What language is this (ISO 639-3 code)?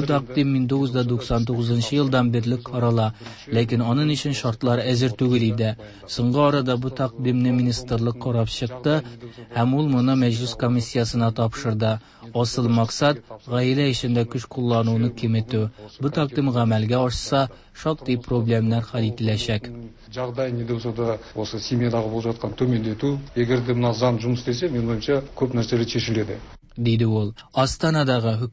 tat